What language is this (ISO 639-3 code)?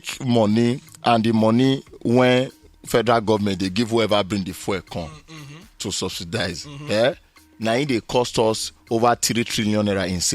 pcm